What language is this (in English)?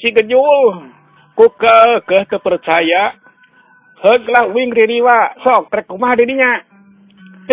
Sundanese